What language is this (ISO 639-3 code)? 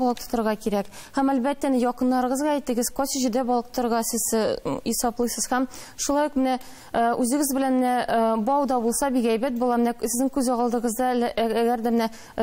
tat